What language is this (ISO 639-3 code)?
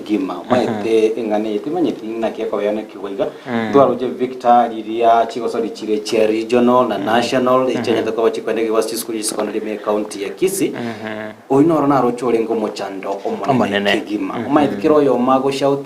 guz